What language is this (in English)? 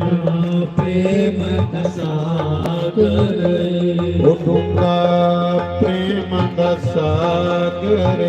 Dogri